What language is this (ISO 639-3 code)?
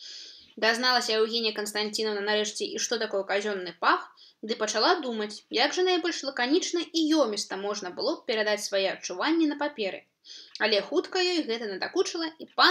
bel